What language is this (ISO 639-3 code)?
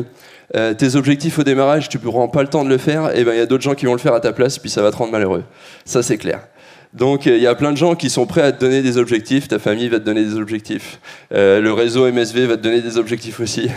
fra